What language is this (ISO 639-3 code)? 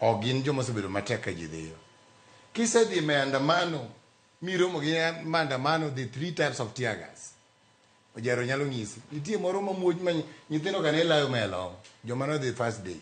luo